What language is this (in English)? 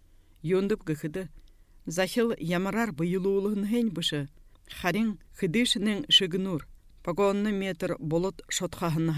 Buriat